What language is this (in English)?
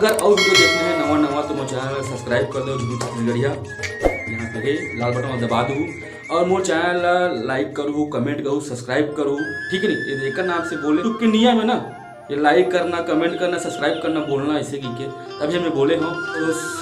Chhattisgarhi